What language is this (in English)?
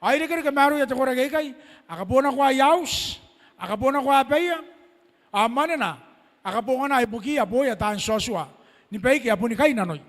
Gilbertese